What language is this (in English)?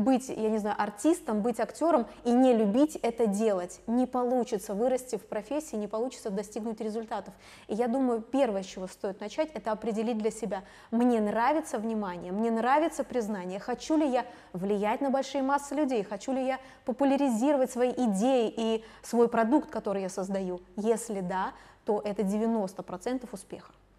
Russian